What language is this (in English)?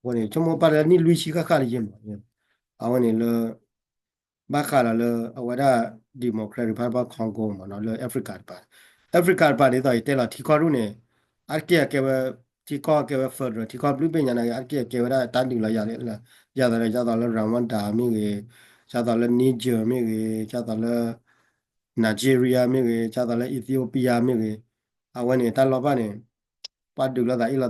S'gaw Karen